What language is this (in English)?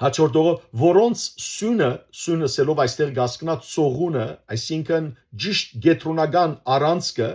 Western Armenian